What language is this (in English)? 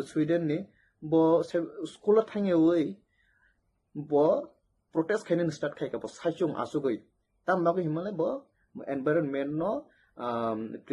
Kok Borok